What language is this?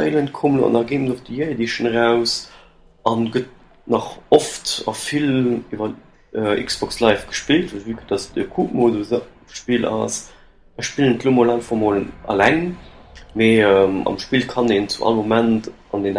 Luxembourgish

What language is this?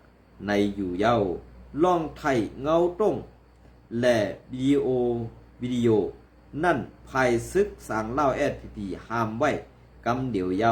Shan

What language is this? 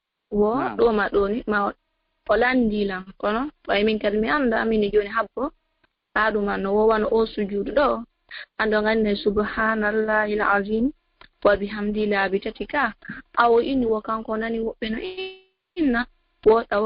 Fula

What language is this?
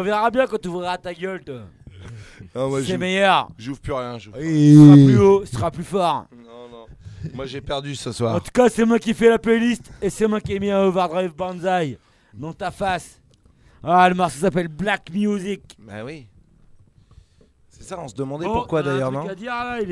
French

